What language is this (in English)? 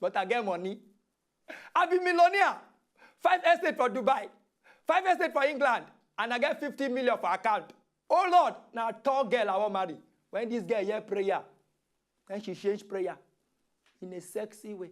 Nigerian Pidgin